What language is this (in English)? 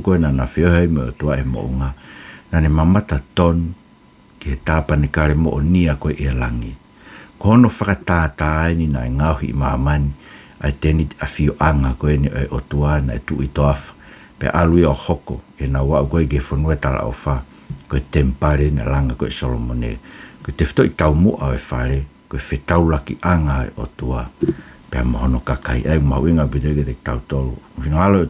Tongan